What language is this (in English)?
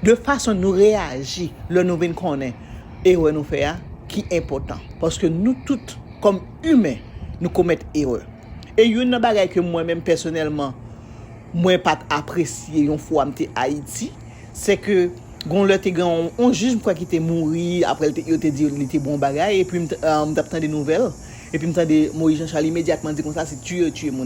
Haitian Creole